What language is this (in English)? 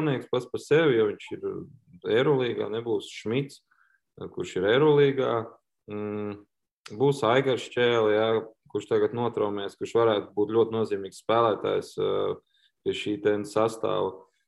Latvian